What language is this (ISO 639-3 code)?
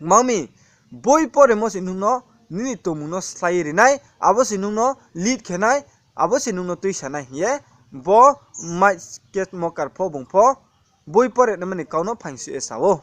ria